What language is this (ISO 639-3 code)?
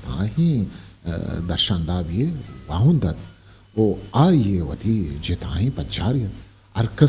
bgp